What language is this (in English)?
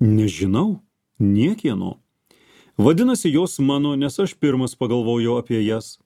Lithuanian